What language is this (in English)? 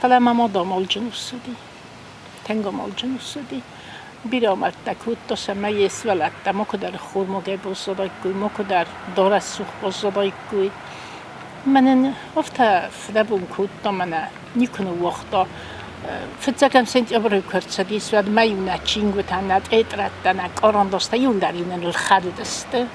Ossetic